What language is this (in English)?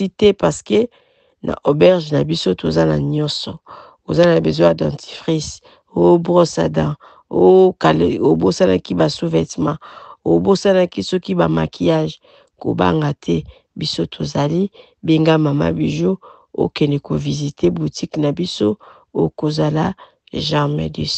Lingala